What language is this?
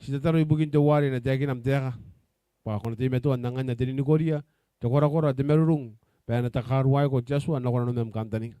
Gilbertese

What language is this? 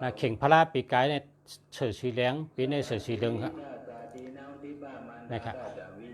Shan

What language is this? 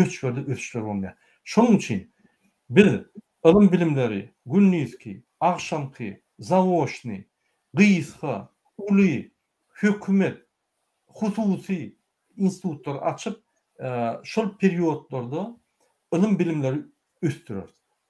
Turkmen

